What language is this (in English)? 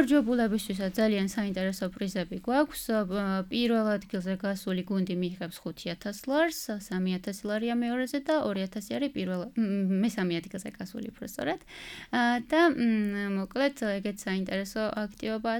Georgian